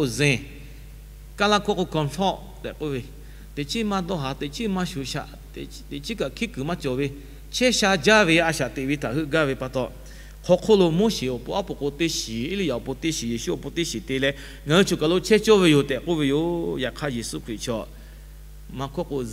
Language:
Lahu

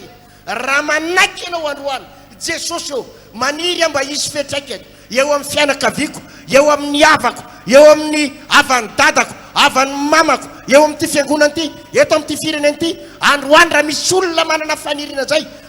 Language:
Malagasy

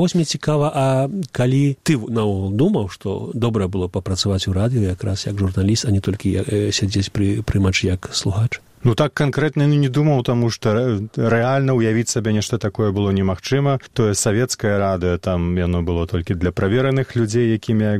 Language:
Belarusian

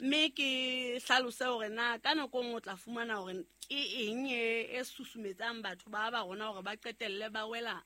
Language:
Southern Sotho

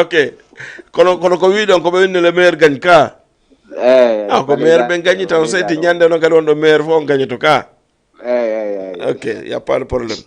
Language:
Fula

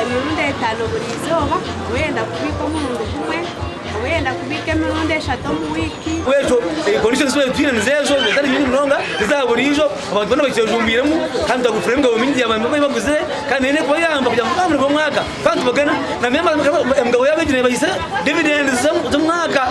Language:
Nyankole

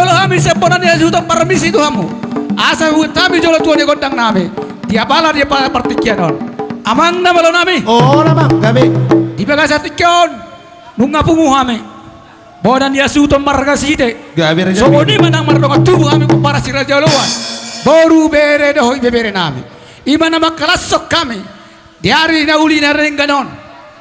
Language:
Batak Toba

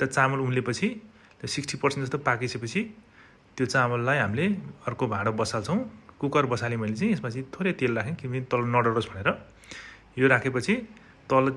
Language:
Nepali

